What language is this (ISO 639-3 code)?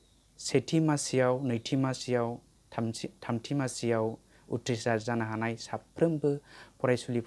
brx